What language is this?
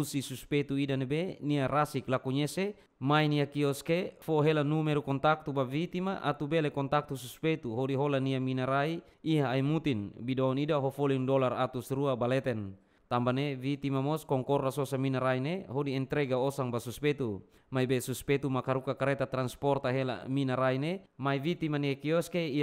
Tetum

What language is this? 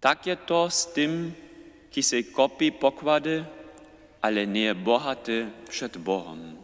Upper Sorbian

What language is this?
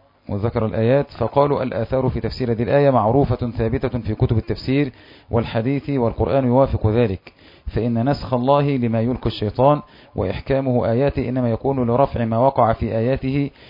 Arabic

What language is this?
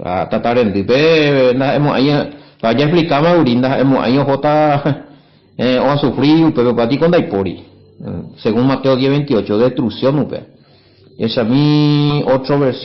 Guarani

